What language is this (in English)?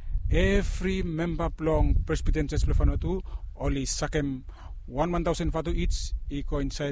Bislama